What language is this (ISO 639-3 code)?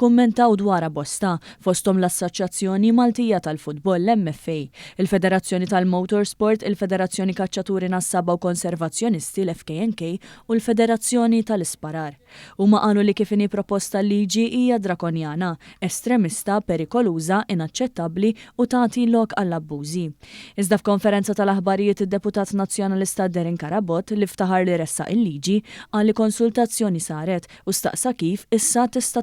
mlt